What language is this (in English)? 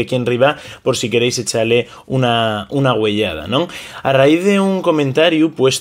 Asturian